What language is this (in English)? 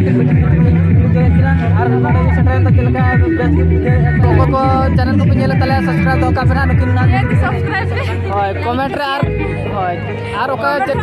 Santali